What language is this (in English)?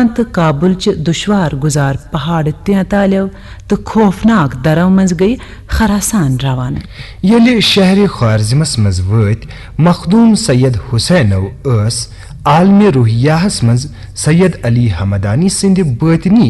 Kashmiri